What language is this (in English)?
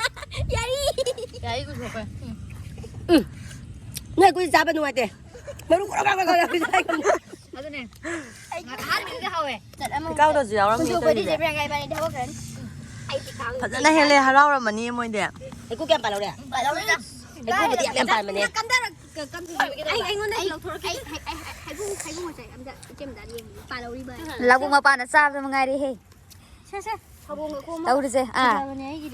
Manipuri